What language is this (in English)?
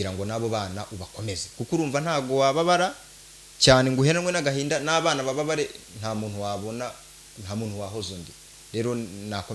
Kinyarwanda